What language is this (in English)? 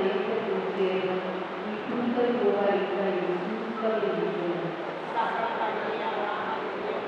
Papiamento